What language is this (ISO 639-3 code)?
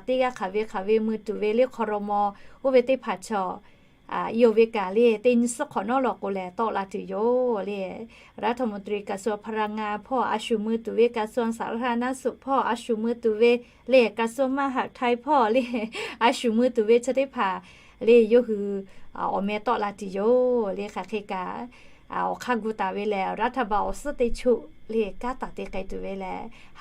lhu